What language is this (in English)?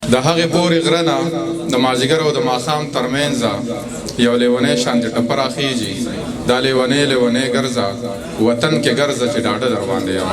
Pashto